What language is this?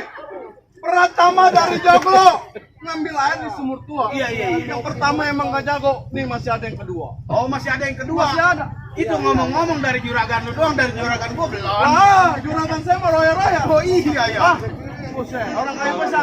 Betawi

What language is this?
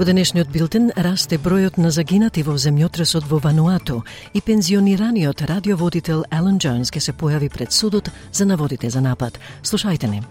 Macedonian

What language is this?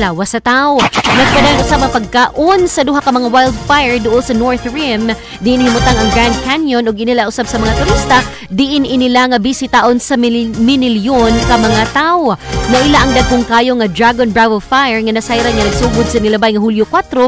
Cebuano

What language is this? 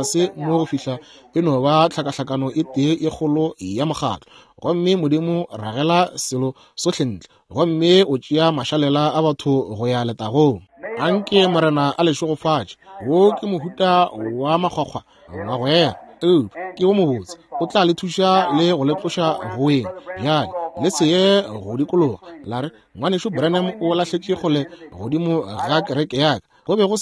Northern Sotho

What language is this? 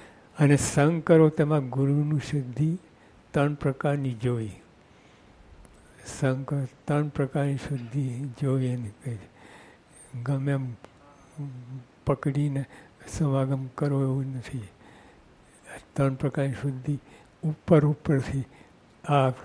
Gujarati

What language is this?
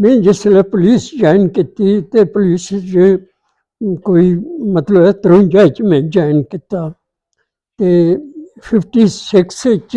Dogri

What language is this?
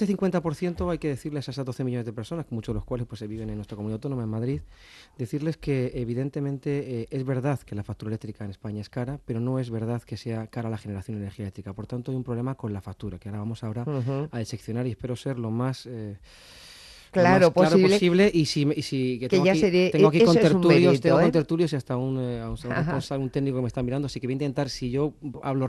Spanish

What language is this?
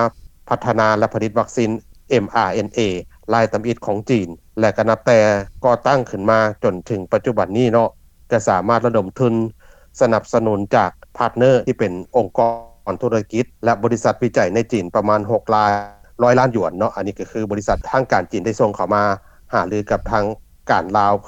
Lao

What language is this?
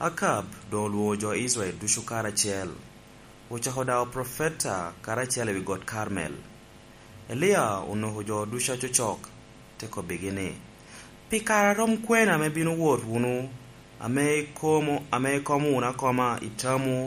Lango (Uganda)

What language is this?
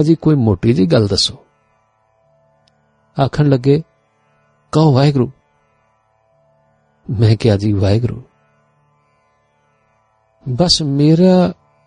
Punjabi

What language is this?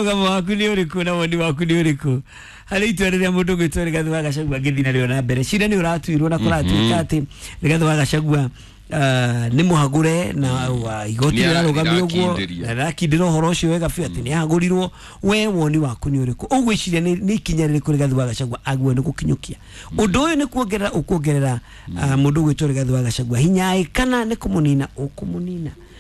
Kikuyu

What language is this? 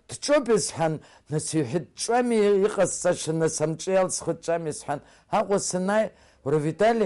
Abkhazian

